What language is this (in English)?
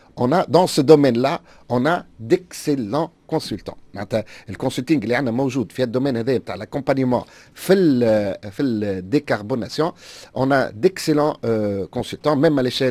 Tunisian Arabic